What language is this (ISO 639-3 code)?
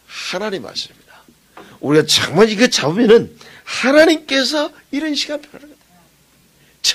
kor